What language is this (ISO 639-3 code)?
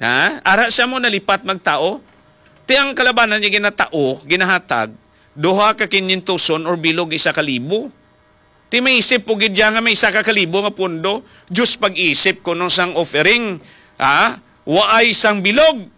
hil